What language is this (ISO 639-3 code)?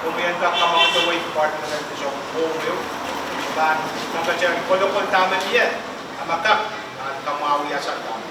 pon